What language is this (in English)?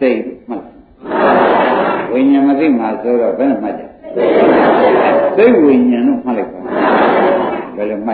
Burmese